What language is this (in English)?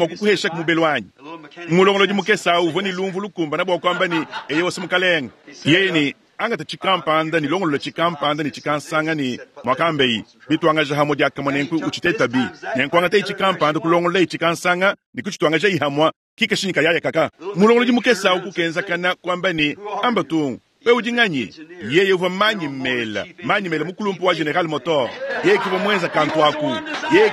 Luba-Lulua